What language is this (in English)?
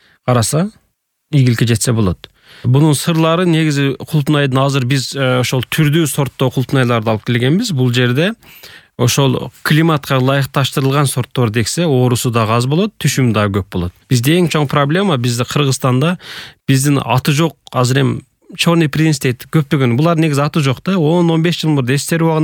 Kyrgyz